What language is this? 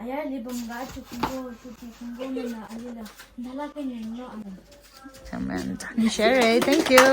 Tangkhul Naga (India)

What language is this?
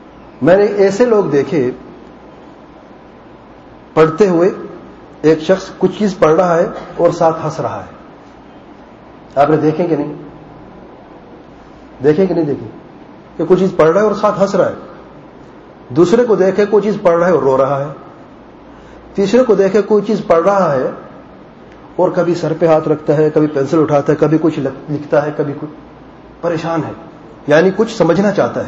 Urdu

